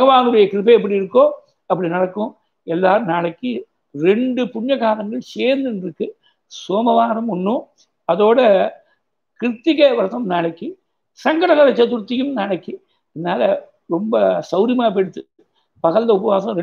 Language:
Tamil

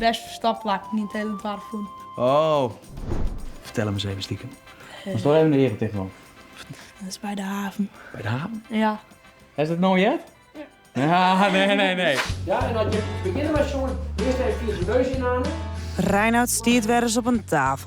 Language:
Western Frisian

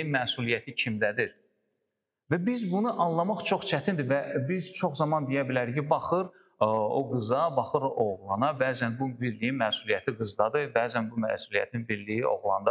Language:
Azerbaijani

